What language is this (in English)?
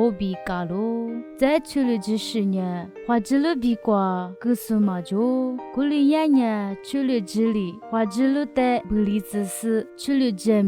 Lisu